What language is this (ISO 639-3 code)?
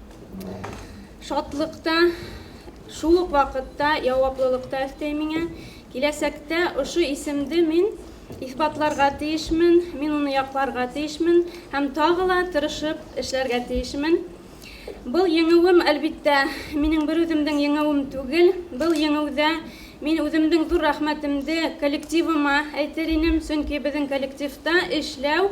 bak